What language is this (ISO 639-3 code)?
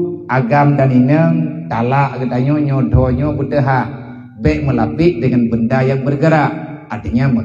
ace